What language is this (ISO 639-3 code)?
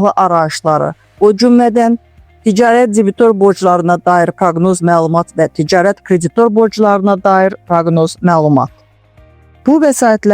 aze